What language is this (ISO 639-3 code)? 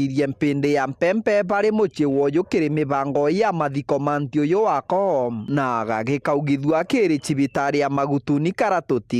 mer